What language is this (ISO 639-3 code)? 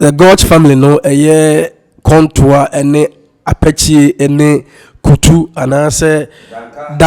aka